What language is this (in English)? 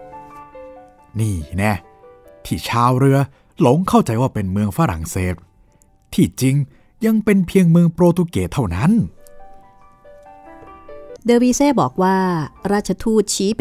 Thai